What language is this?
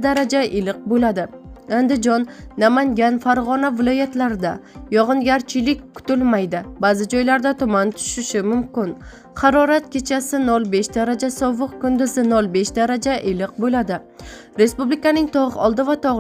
Uzbek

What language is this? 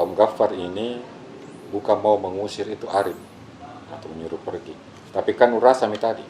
Makassar Malay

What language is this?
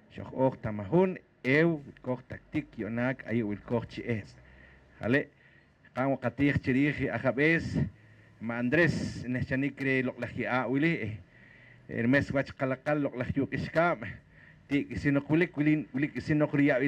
Poqomchi'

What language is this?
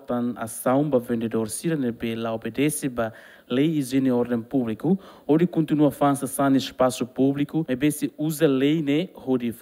Tetum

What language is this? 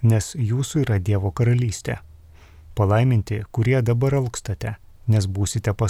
Lithuanian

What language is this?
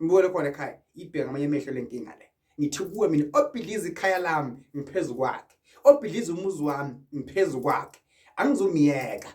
Zulu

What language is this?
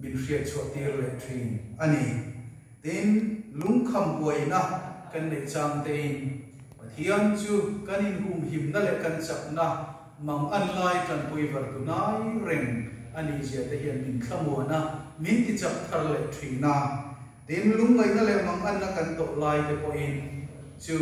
Mizo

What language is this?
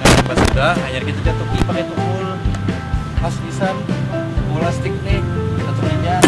Banjar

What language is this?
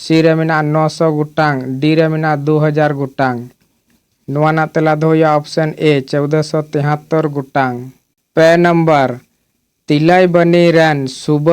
Santali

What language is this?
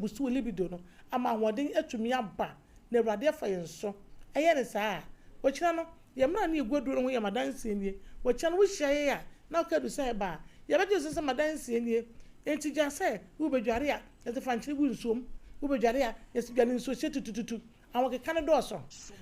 Akan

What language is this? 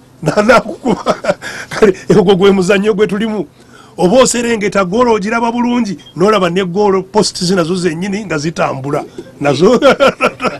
Ganda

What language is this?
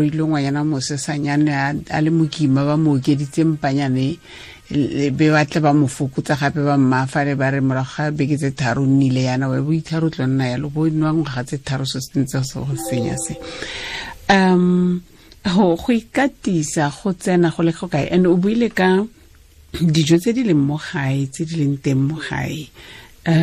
Tswana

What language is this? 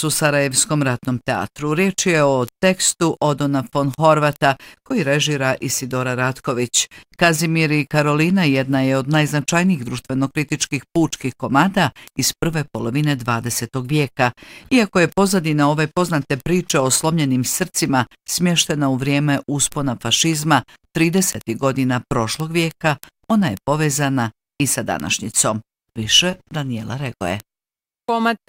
Bosnian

